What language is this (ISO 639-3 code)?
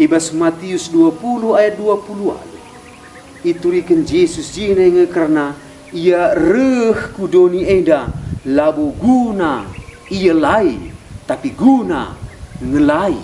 btx